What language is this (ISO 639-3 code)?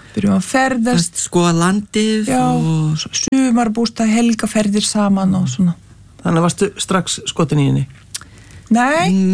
isl